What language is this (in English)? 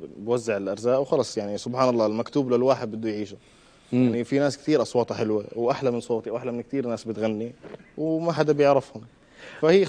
North Levantine Arabic